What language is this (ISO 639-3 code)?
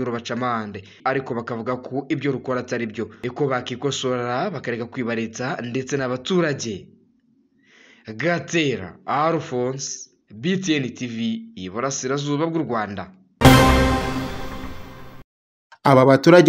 kin